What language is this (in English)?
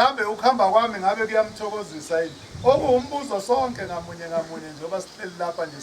Zulu